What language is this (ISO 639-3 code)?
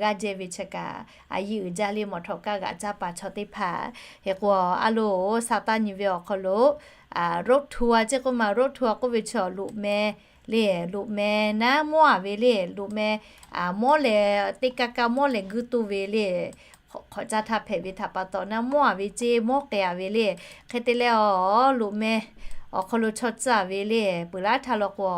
lhu